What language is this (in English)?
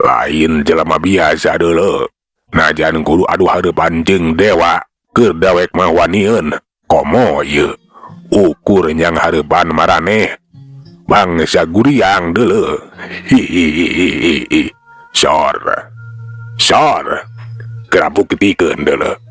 Sundanese